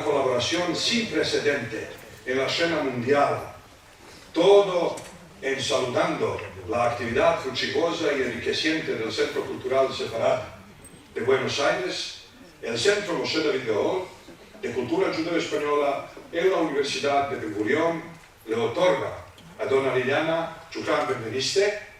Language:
Ladino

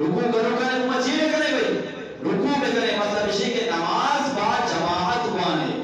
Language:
Eastern Balochi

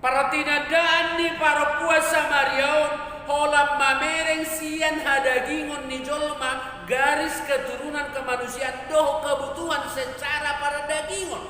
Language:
Batak Toba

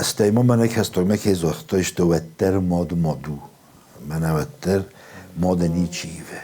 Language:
Ossetic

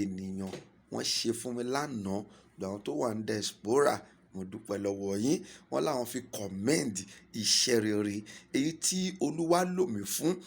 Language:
Yoruba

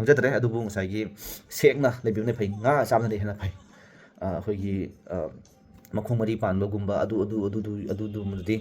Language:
Manipuri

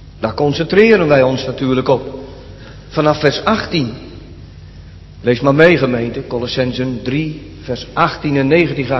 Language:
Dutch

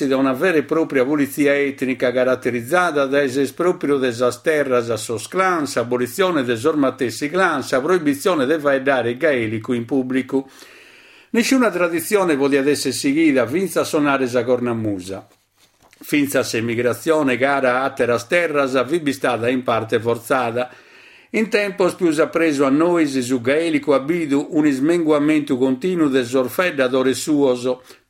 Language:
Sardinian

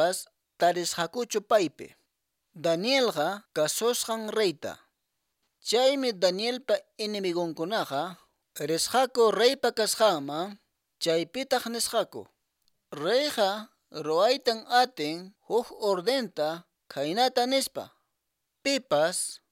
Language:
Quechua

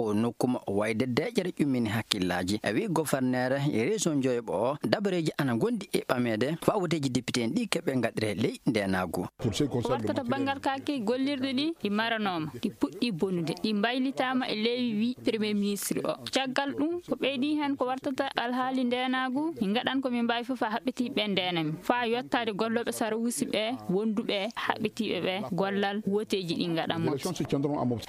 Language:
Fula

